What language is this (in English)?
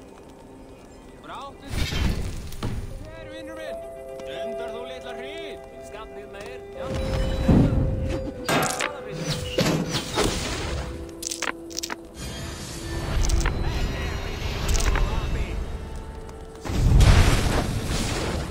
Icelandic